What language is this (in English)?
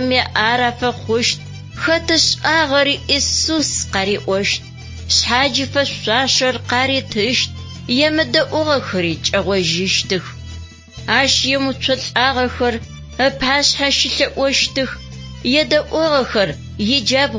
Adyghe